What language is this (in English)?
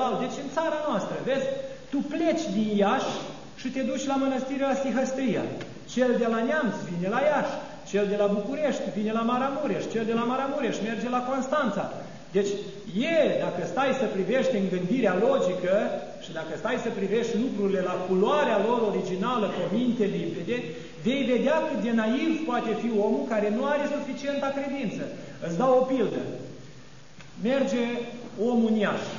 Romanian